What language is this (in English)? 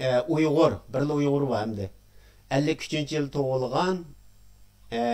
Uyghur